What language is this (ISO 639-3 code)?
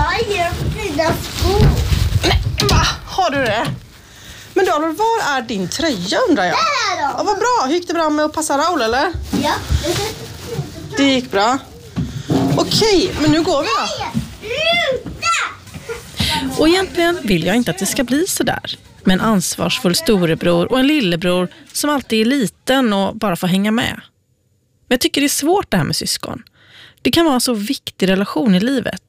swe